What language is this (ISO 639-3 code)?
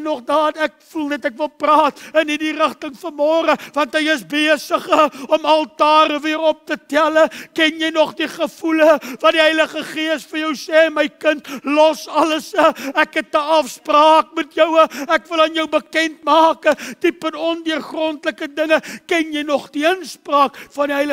afr